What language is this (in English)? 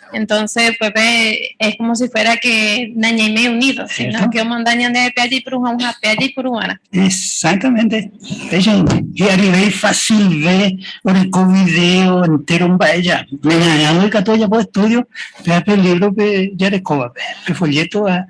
Guarani